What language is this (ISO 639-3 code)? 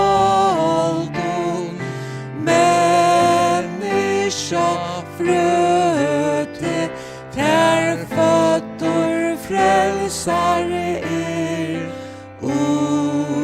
fao